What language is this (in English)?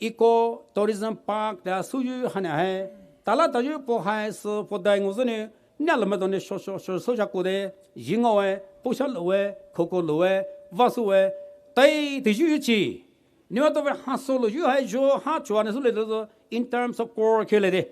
Poumei Naga